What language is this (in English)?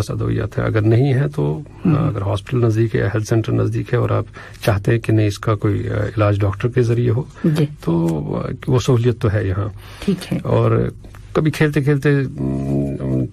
Urdu